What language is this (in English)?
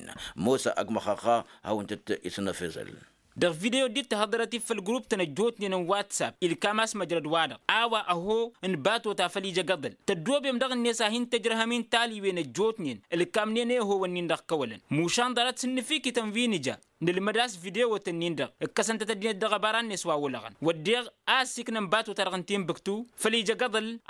Tamasheq